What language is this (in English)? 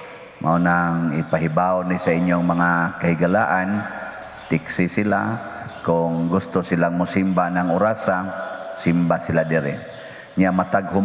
Cebuano